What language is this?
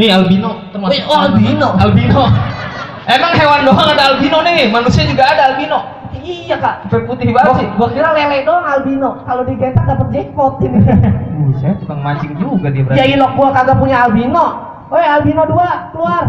Betawi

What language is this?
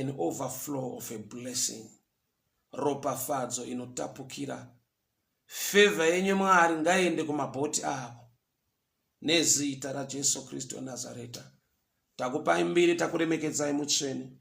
Shona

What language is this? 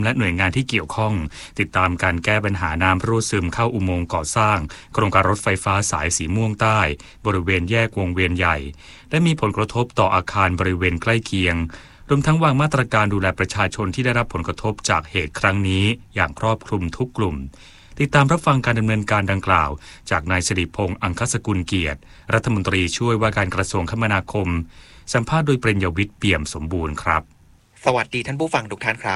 Thai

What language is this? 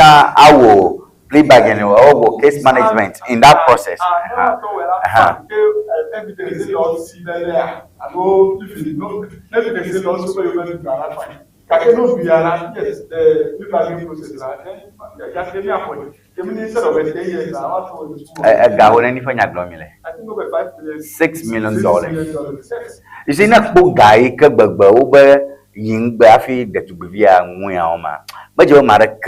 Ewe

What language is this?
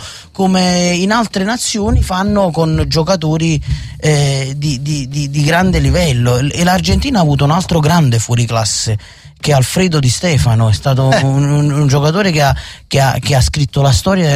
Italian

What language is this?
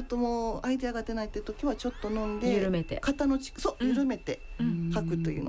Japanese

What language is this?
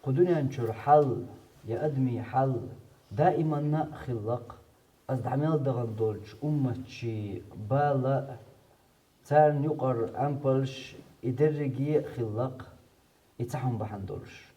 Chechen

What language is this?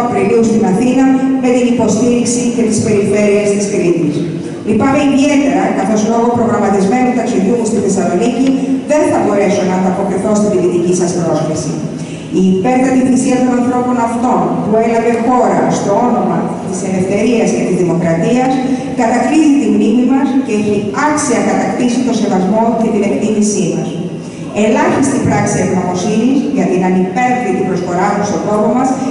Greek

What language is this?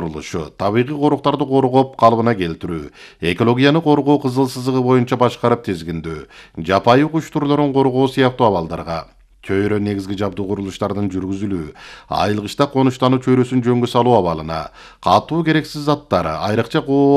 Kyrgyz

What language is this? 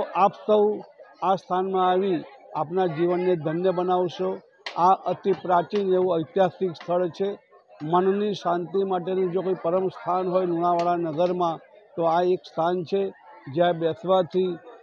Gujarati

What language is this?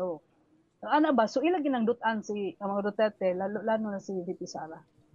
Cebuano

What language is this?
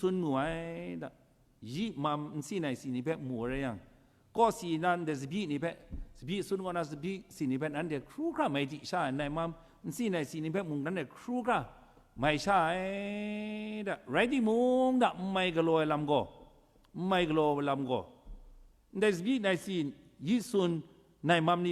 Kachin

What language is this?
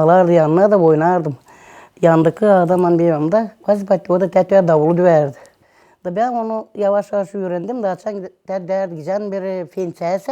Gagauz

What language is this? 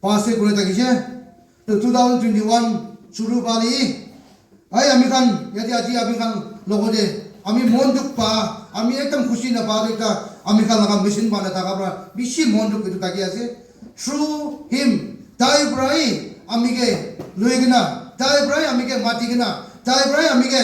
Naga Pidgin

